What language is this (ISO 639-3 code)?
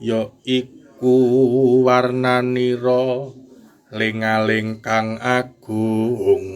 jav